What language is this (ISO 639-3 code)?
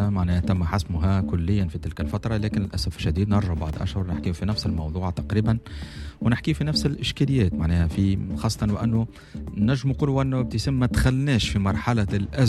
aeb